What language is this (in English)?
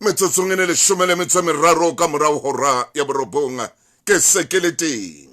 Southern Sotho